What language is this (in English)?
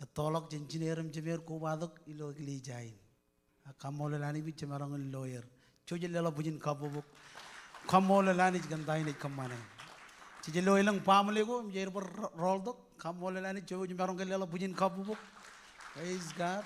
Marshallese